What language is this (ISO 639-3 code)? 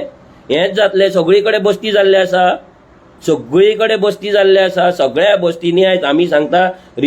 kok